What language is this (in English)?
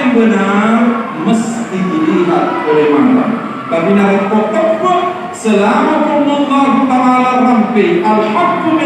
Buginese